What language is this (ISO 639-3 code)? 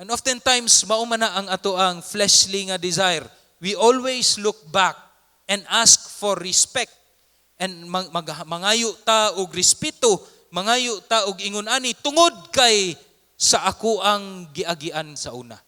ceb